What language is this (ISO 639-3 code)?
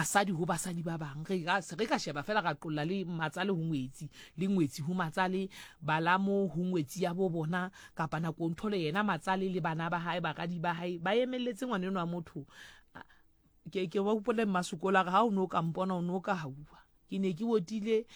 sot